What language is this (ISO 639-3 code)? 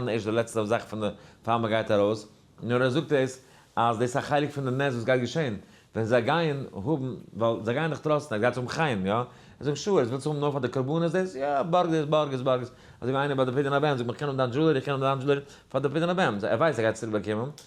yid